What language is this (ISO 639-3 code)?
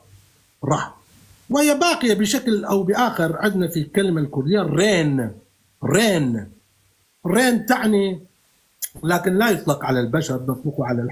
apc